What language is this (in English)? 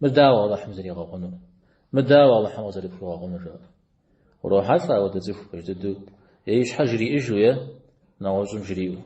Kabardian